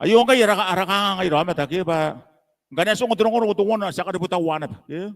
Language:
Gilbertese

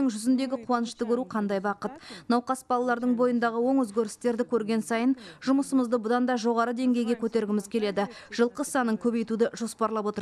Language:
Kazakh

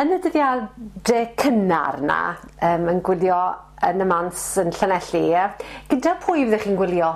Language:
Welsh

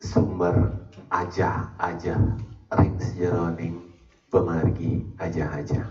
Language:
Balinese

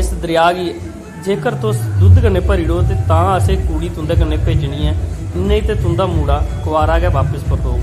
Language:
Dogri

